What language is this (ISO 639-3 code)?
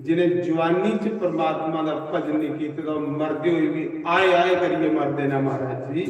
doi